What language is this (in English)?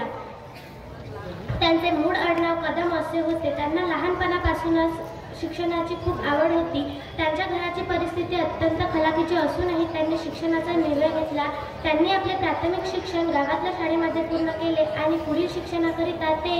Marathi